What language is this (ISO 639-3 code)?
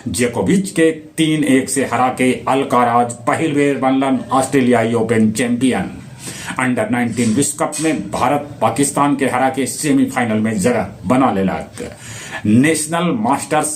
mag